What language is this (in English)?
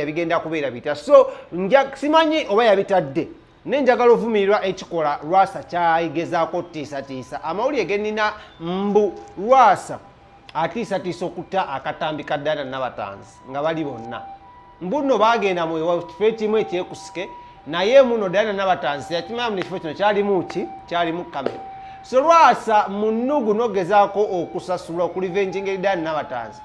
Ganda